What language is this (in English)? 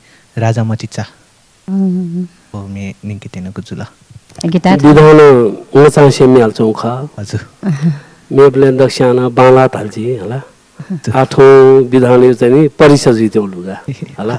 Newari